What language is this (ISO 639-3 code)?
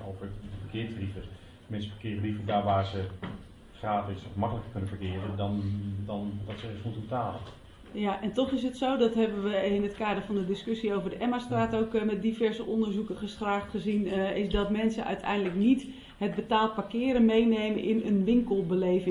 nld